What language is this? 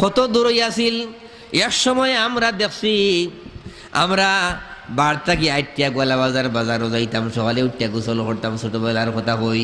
Sylheti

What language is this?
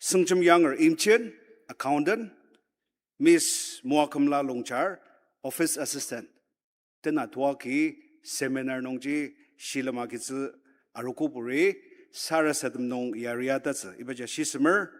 Ao Naga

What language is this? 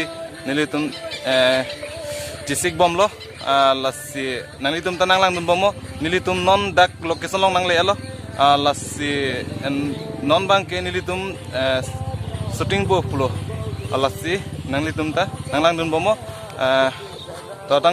Karbi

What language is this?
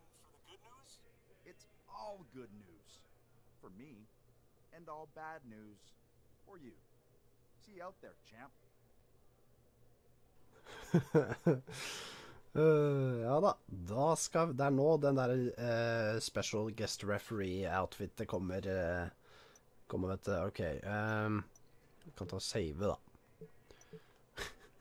Norwegian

